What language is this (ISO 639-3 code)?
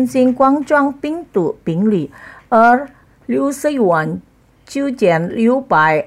zho